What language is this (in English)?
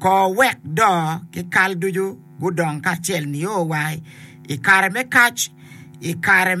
Acoli